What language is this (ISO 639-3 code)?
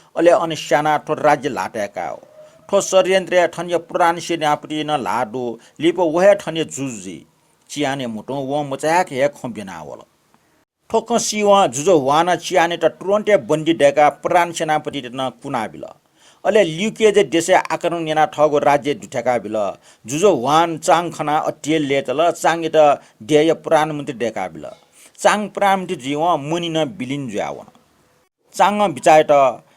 new